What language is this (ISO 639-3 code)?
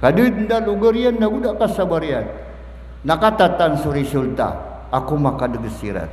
mrw